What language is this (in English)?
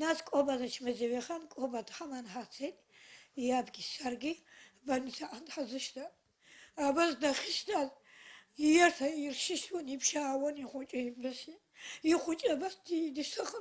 Abkhazian